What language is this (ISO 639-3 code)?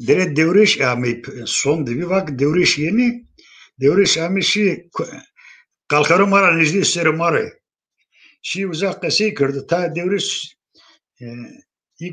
zza